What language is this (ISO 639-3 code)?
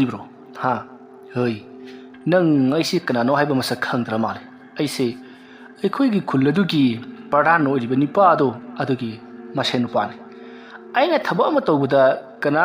mni